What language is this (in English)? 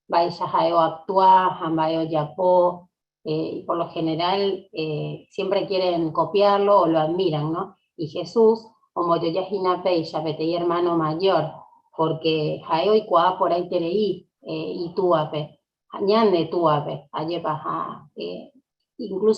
Guarani